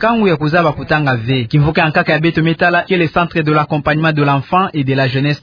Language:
Kituba (Democratic Republic of Congo)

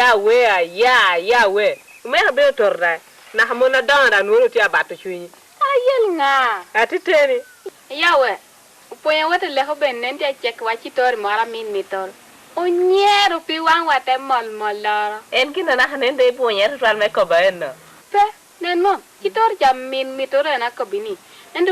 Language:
Lango (Uganda)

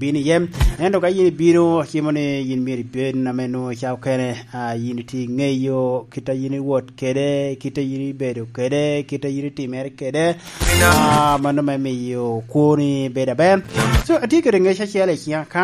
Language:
Lango (Uganda)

